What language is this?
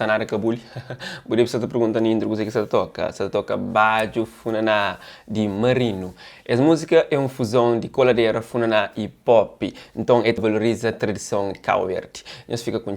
Kabuverdianu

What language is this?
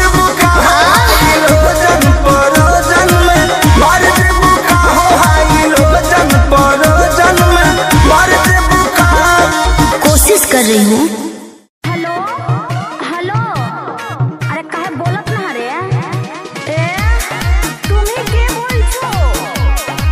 Bhojpuri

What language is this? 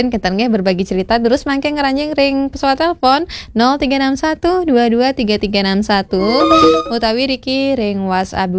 Balinese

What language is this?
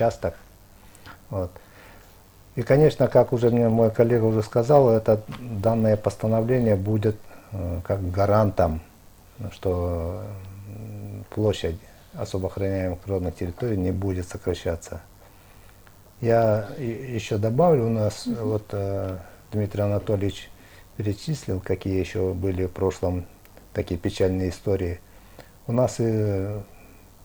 Russian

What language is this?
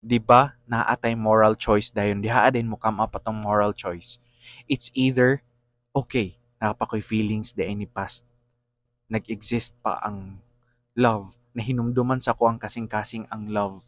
Cebuano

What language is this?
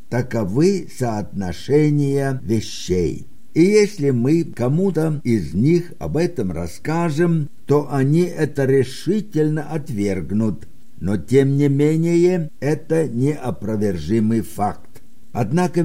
Russian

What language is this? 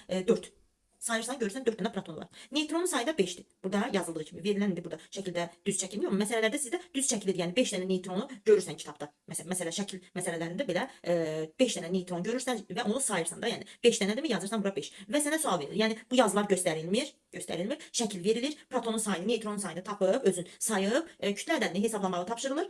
Azerbaijani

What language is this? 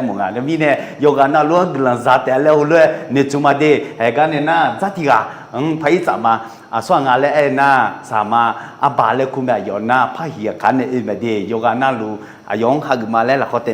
Akha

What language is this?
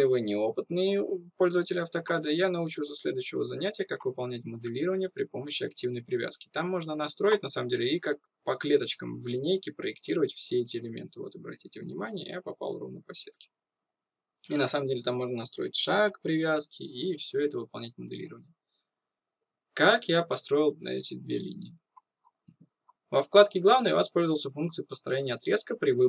Russian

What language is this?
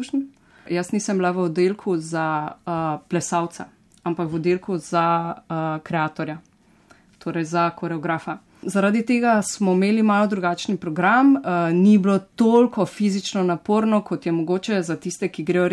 Slovenian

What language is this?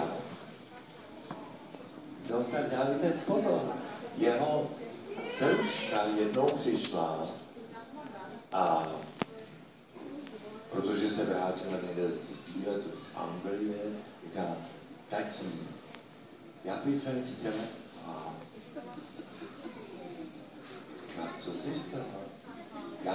Czech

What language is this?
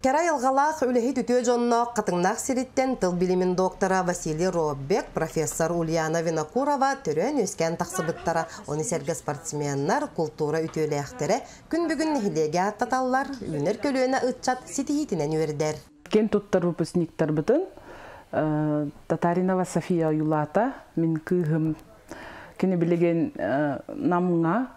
Yakut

